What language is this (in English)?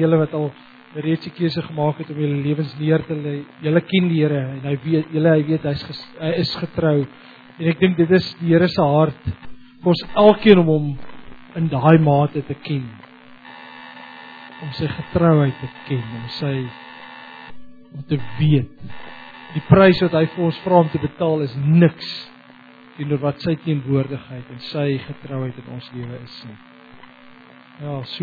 Afrikaans